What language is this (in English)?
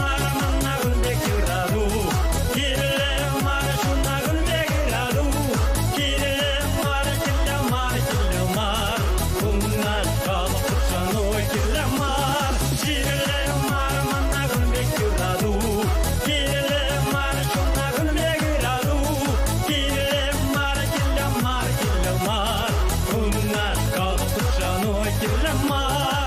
Chuvash